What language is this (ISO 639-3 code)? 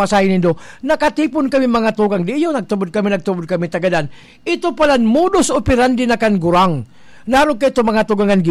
bik